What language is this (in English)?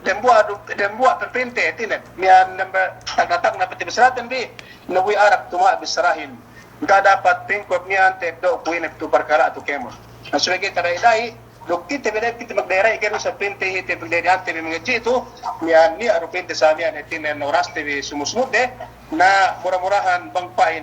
Yakan